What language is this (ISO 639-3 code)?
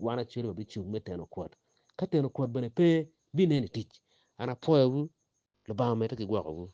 ach